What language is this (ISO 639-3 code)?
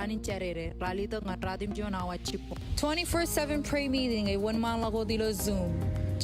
mah